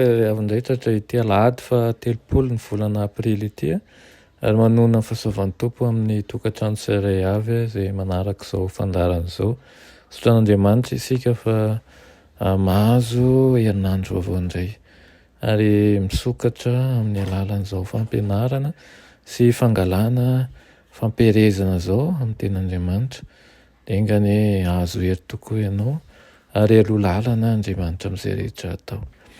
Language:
Malagasy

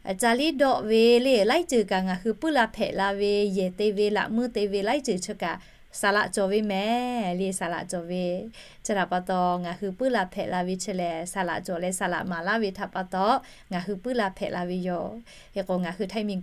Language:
Lahu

